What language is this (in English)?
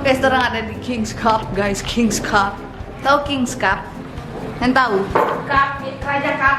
Manado Malay